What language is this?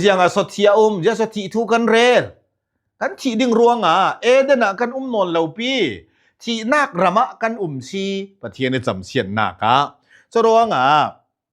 Falam Chin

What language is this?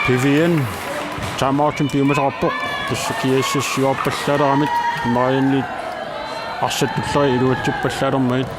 Kalaallisut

